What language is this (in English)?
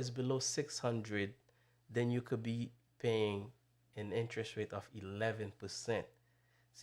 Haitian Creole